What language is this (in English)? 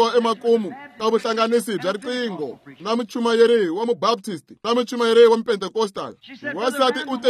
Tsonga